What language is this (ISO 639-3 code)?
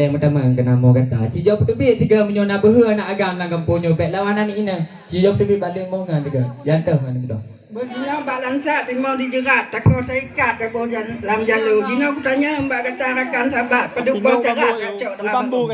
ace